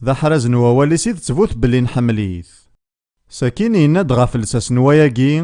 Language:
Kabyle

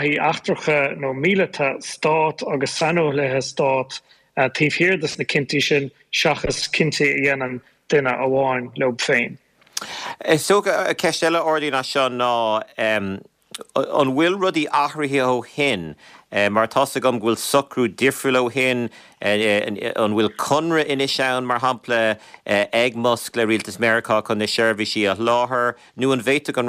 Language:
Irish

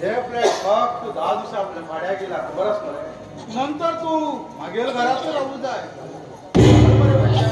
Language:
Konkani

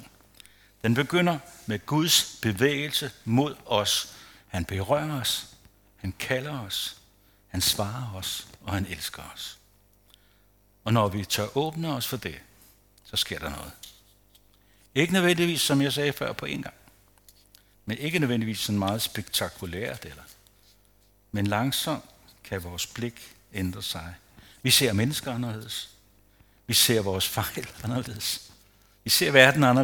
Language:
Danish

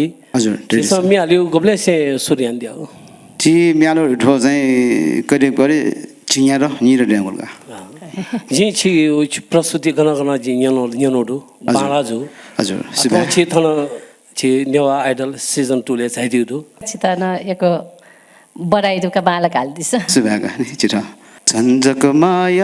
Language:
Newari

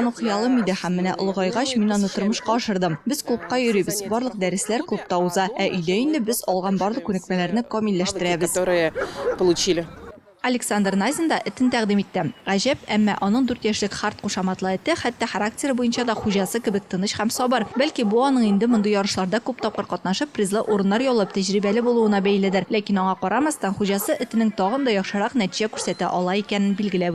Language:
Tatar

